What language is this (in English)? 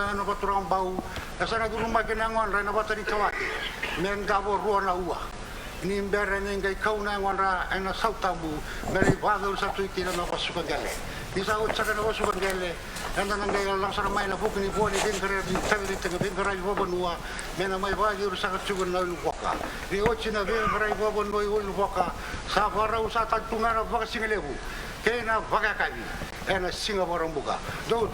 Fijian